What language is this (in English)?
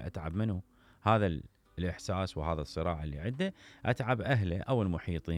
Mesopotamian Arabic